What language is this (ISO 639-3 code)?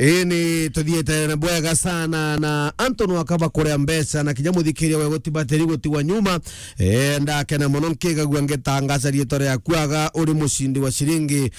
mer